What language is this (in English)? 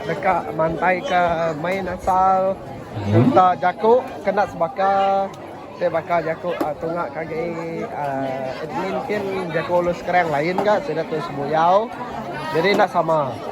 Iban